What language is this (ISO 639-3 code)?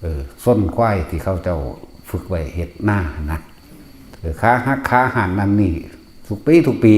tts